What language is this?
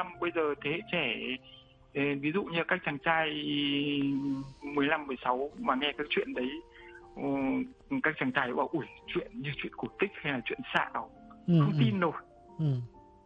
Vietnamese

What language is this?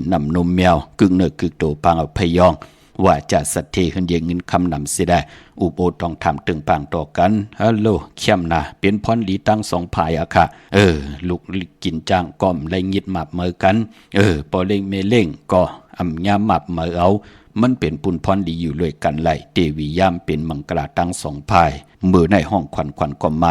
Shan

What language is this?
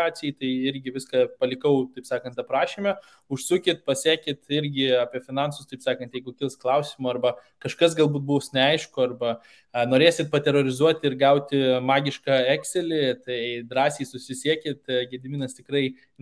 Lithuanian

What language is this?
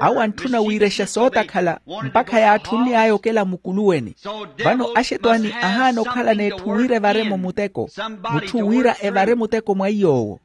Makhuwa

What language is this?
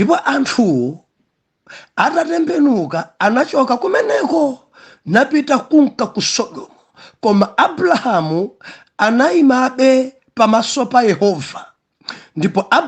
Nyanja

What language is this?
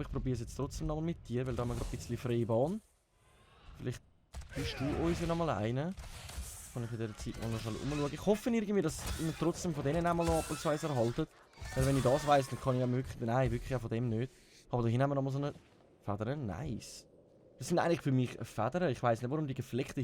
Swiss German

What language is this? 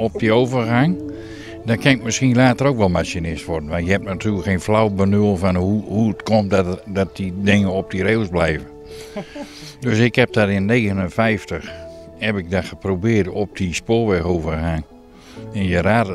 Dutch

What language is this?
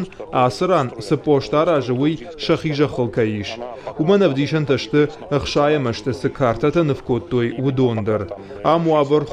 Ossetic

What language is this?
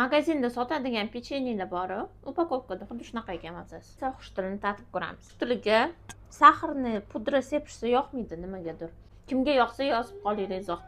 Uzbek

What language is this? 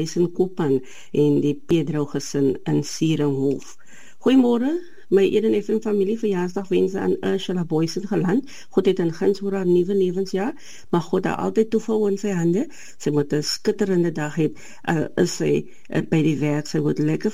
Afrikaans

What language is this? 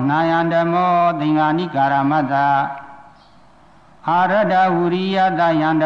Burmese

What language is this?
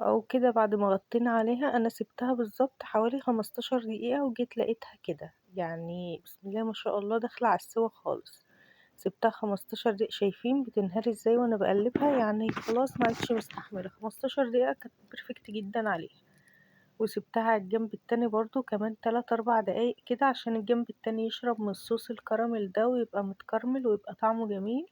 Egyptian Arabic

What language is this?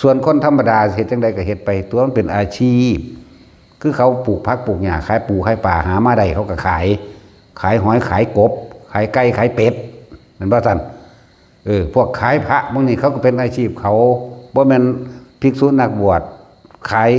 Northeastern Thai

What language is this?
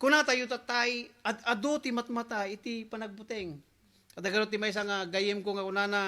Iloko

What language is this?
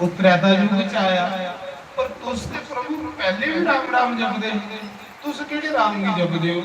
Dogri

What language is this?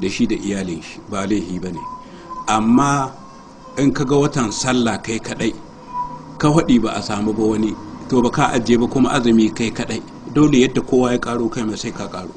Hausa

